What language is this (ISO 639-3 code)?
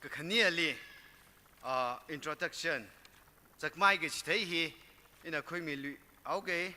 nmf